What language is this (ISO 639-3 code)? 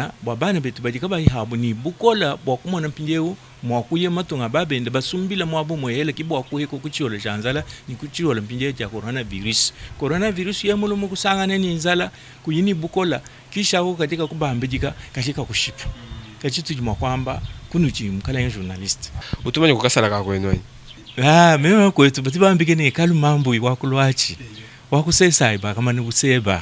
lua